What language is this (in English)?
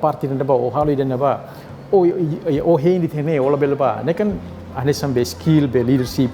Tetum